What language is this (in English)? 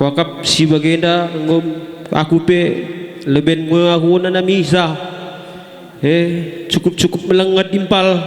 Batak Karo